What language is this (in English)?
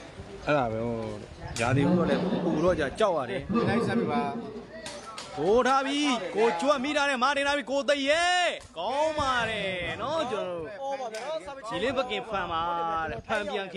Burmese